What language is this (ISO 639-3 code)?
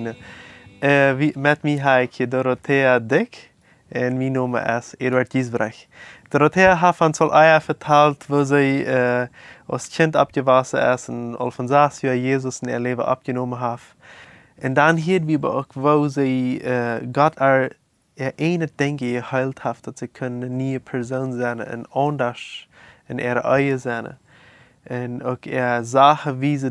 pdt